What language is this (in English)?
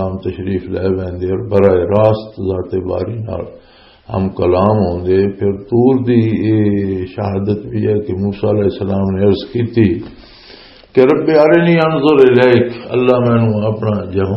Western Panjabi